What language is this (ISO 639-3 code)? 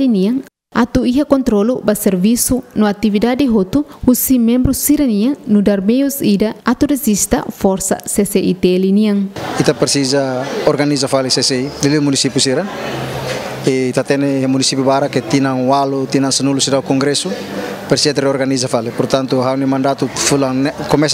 tet